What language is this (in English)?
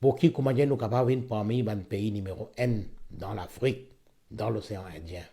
Morisyen